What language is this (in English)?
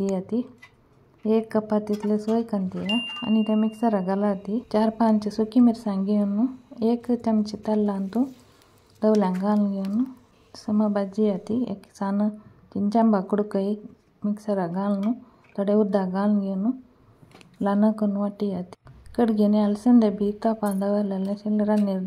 Konkani